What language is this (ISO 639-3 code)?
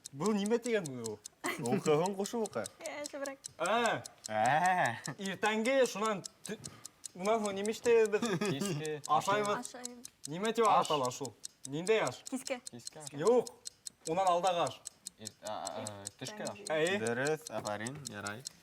bak